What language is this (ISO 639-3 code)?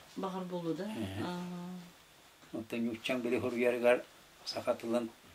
sah